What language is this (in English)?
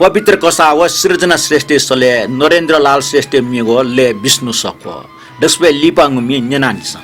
Newari